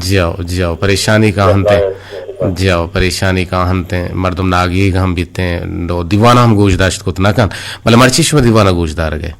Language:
Eastern Balochi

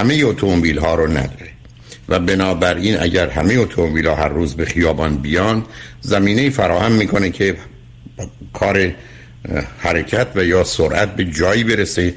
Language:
Persian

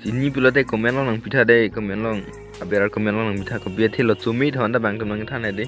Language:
Karbi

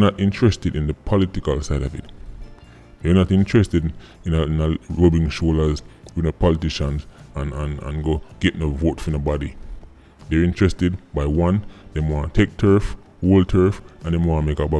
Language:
Jamaican Creole English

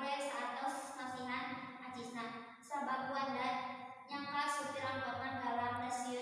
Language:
Sundanese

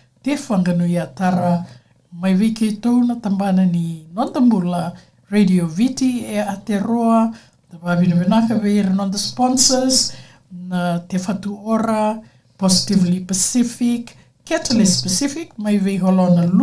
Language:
Fijian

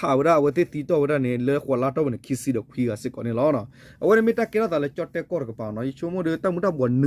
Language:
S'gaw Karen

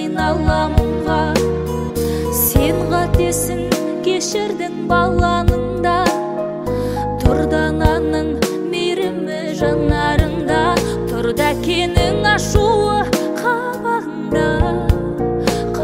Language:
Kazakh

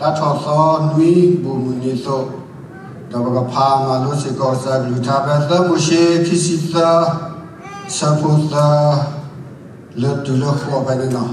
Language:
S'gaw Karen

